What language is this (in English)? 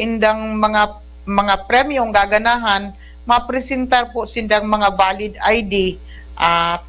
Bikol